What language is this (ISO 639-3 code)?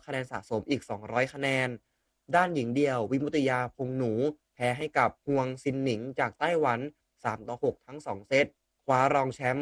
tha